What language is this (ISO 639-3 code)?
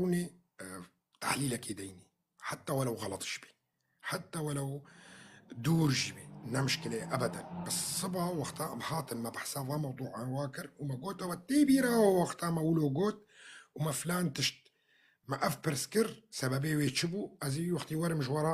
kur